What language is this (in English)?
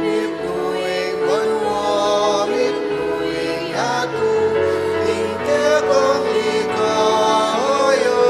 Pampanga